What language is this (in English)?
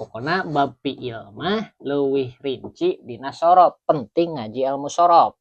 Sundanese